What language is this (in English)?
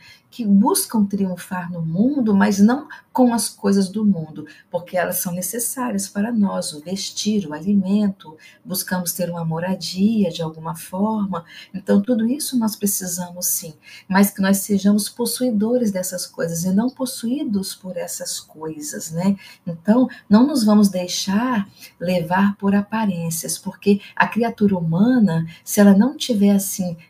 Portuguese